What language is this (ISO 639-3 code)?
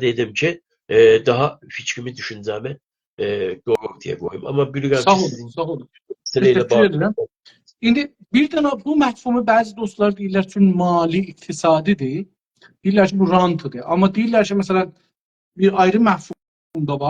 azb